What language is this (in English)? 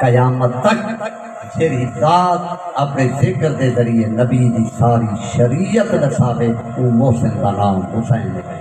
Saraiki